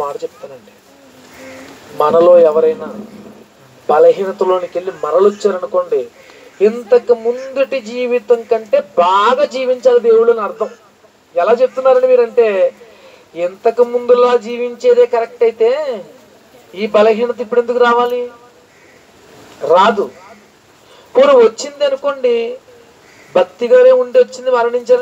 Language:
Telugu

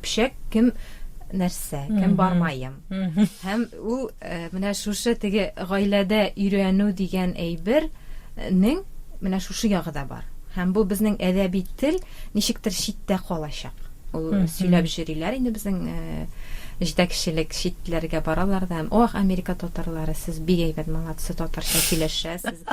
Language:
Tatar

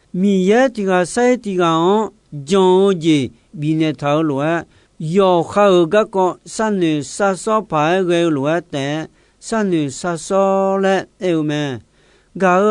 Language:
Akha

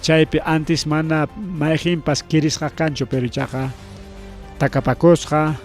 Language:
Ayacucho Quechua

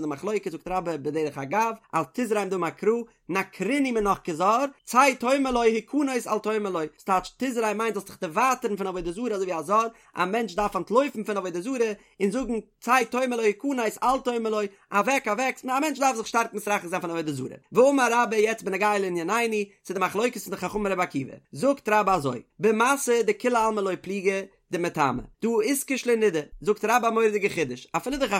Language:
Yiddish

